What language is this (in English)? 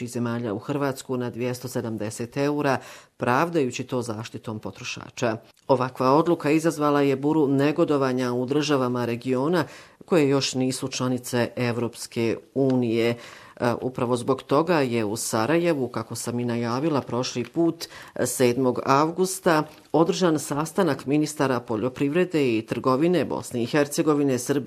Bosnian